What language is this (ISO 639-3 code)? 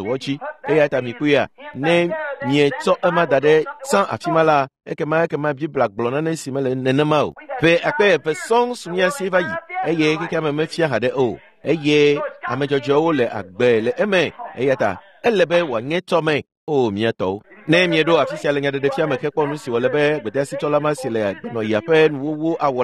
ewe